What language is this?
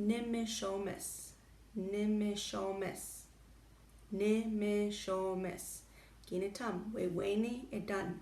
Chippewa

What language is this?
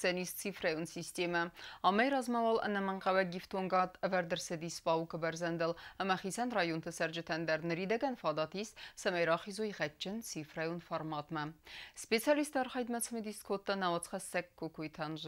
Ossetic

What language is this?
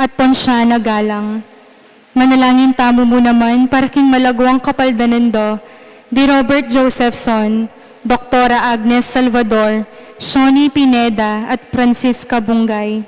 Pampanga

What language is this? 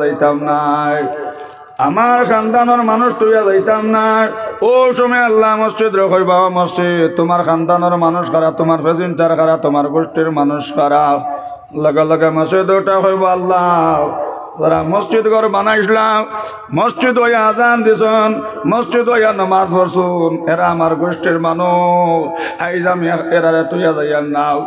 Sylheti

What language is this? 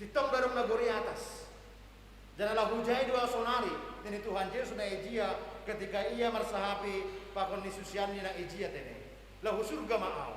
Batak Simalungun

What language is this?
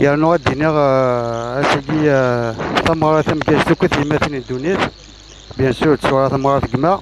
Kabyle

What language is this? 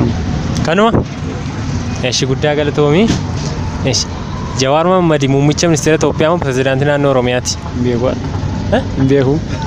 Oromo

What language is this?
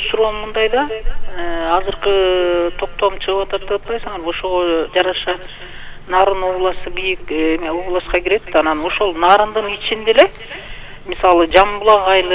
Kyrgyz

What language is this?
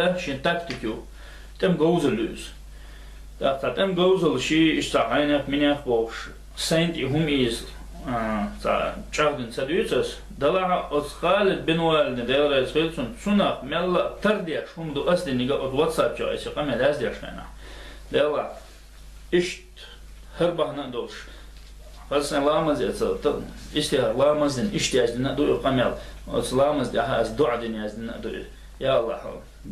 Chechen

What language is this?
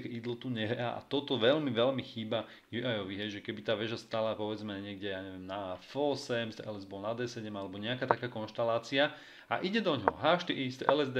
Slovak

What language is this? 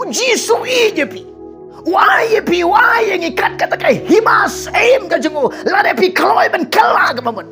Khasi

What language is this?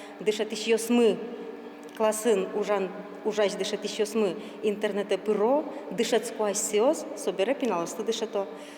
Udmurt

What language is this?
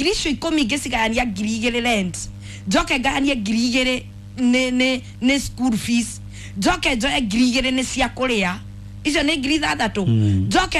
Kikuyu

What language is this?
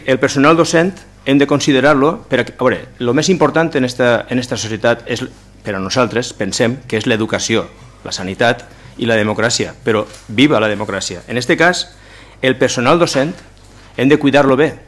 Catalan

